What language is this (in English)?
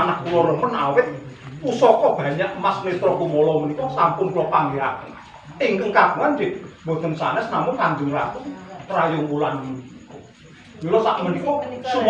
Javanese